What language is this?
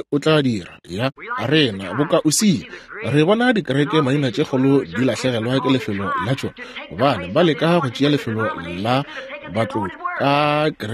Northern Sotho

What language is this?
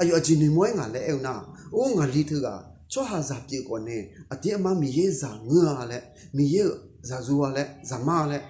Akha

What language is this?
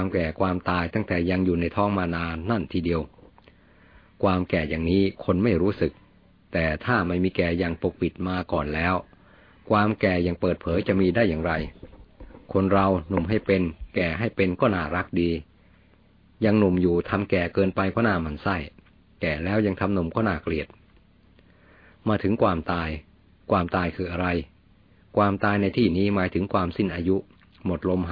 Thai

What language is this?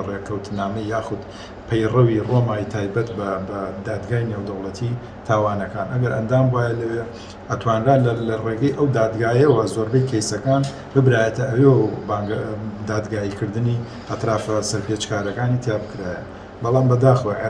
Central Kurdish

